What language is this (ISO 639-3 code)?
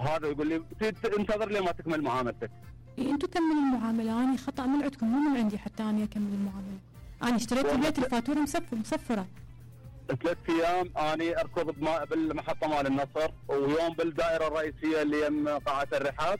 acm